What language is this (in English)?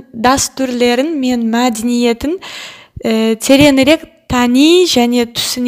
Kazakh